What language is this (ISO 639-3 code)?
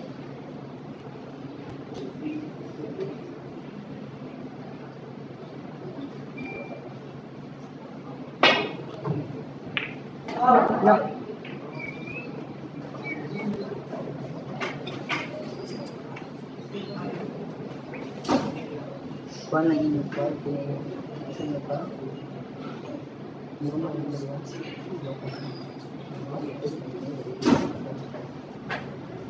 fil